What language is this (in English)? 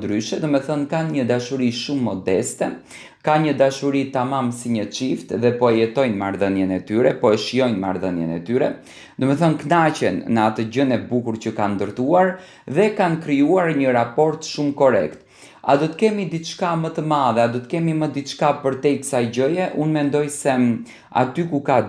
Albanian